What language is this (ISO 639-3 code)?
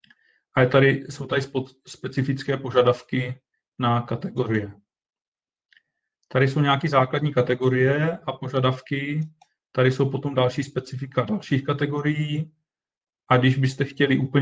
ces